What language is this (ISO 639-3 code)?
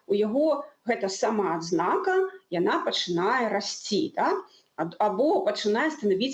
bel